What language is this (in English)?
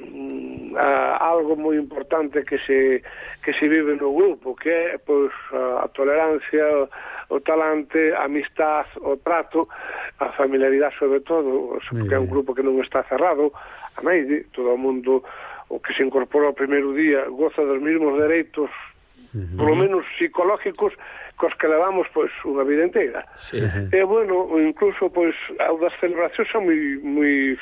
Galician